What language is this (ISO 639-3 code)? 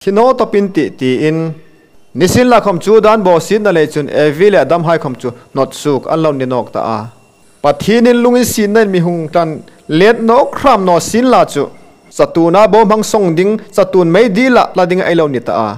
hmr